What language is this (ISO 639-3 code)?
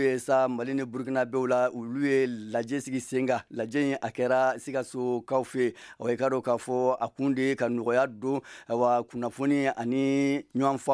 bam